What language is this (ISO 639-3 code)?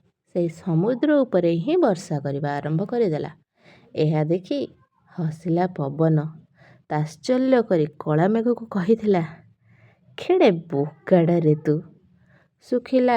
ori